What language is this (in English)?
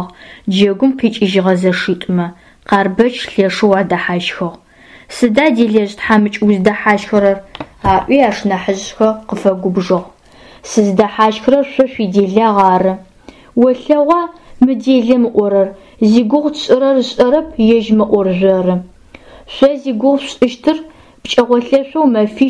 Adyghe